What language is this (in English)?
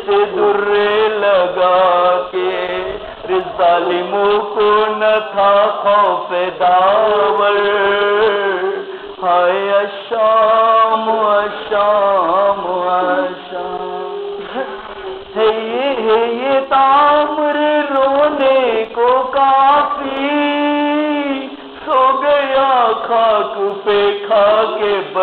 Urdu